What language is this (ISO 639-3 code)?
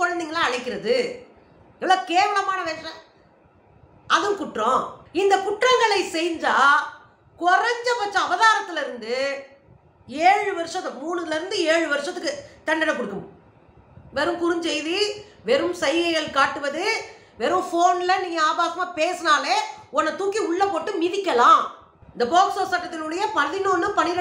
tam